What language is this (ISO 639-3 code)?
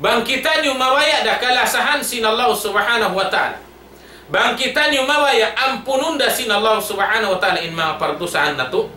tsg